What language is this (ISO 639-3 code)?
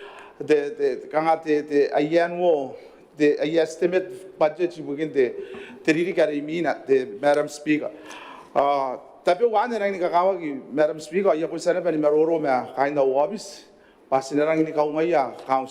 gil